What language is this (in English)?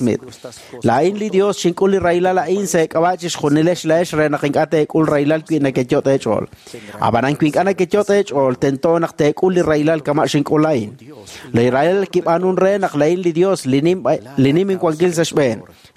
Kekchí